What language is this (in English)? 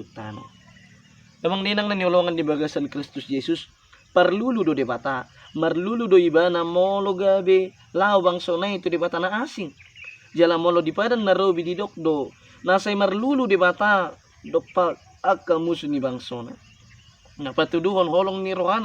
Batak Toba